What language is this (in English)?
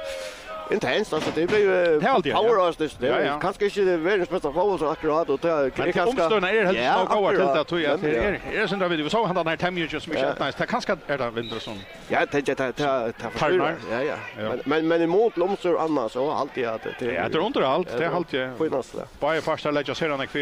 Faroese